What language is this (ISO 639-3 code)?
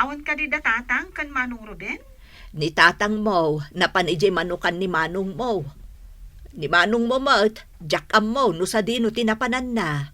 ilo